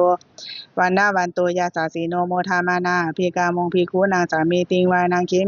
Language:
Pali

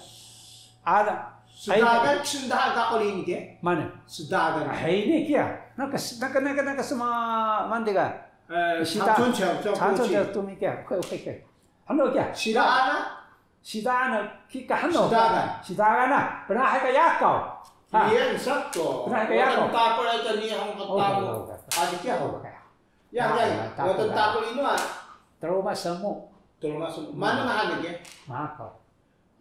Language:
Taroko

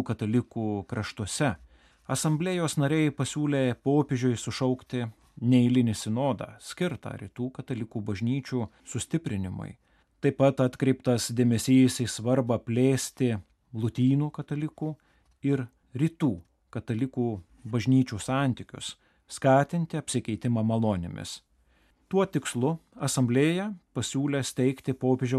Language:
Lithuanian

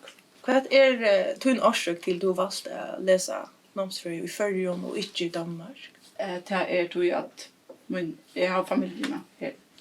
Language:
Faroese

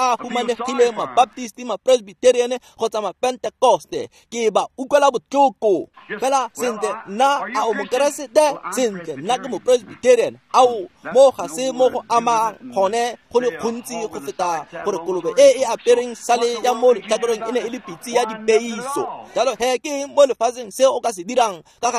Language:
Tswana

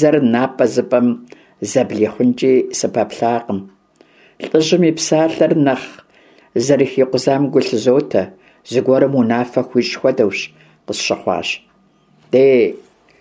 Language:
Kabardian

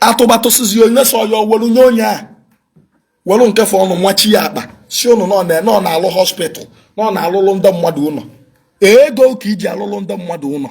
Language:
Igbo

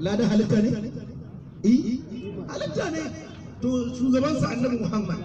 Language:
Hausa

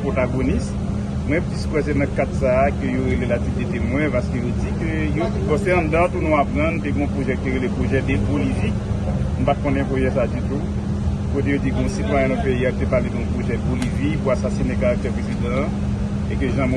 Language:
Haitian Creole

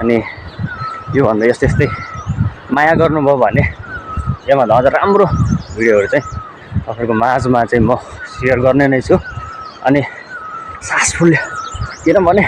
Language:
Nepali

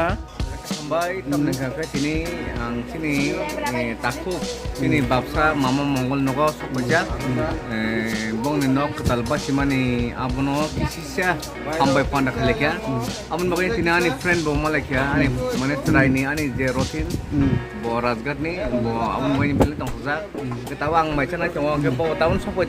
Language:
Kok Borok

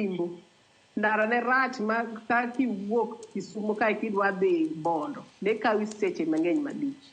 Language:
Luo (Kenya and Tanzania)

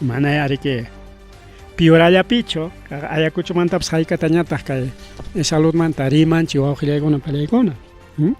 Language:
Ayacucho Quechua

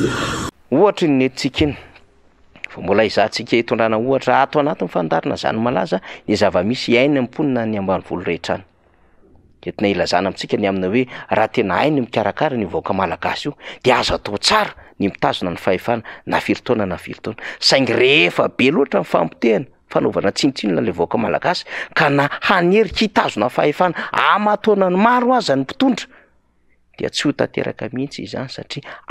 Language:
Malagasy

